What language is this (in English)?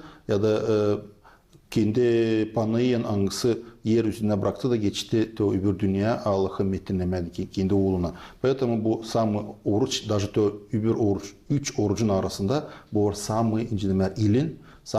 Gagauz